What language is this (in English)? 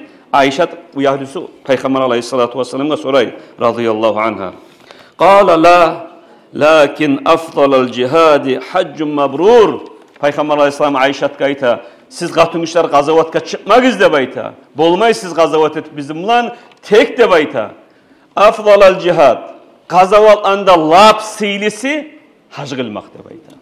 Kumyk